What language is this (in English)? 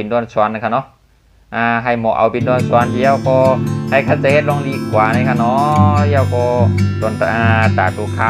Shan